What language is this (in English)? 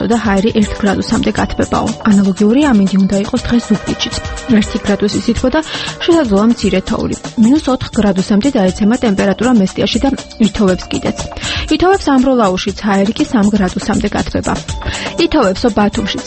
Georgian